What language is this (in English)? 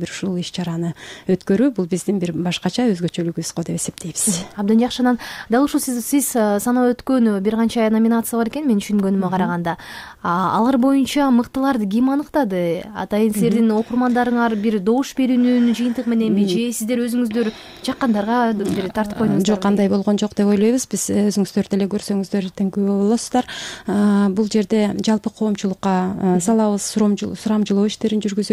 Kyrgyz